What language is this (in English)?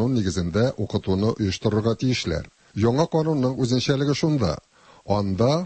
Tatar